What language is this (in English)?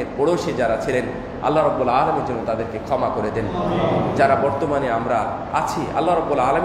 Bangla